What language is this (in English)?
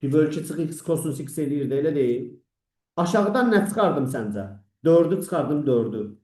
Azerbaijani